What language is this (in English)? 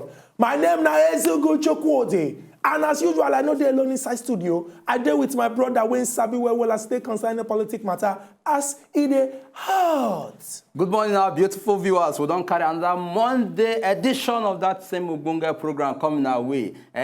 Nigerian Pidgin